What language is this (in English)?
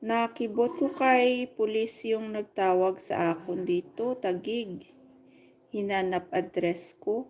Hiligaynon